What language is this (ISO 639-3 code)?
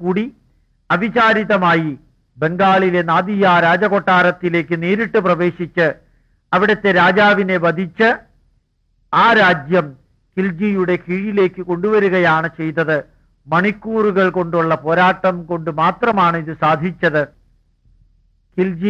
mal